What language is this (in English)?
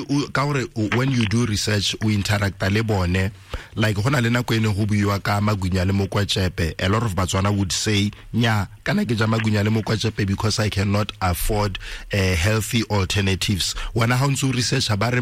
Tswana